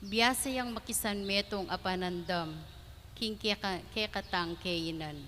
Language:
Pampanga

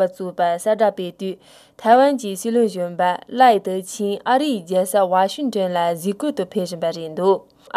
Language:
Tibetan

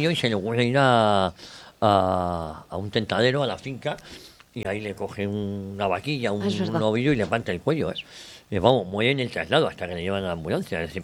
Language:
Spanish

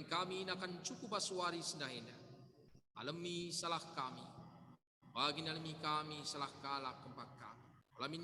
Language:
Batak Karo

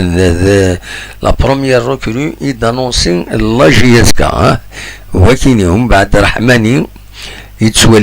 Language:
Kabyle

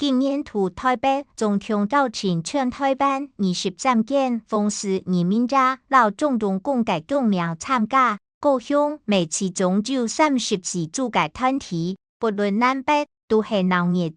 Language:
Hakka Chinese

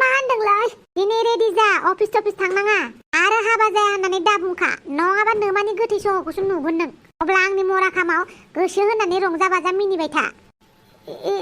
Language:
Bodo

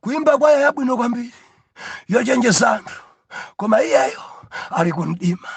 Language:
Nyanja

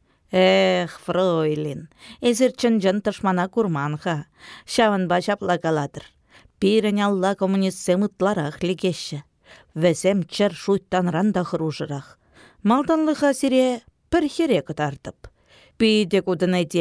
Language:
Chuvash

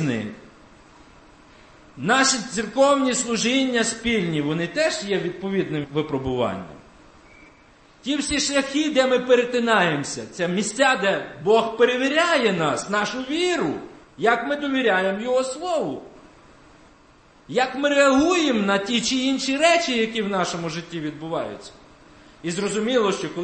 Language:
Ukrainian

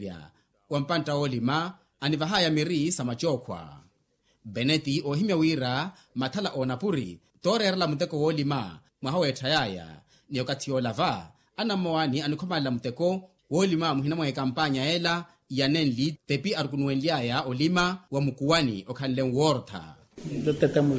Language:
Makhuwa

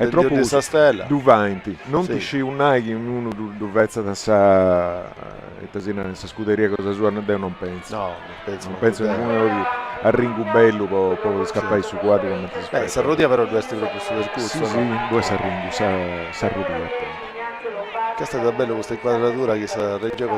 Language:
Sardinian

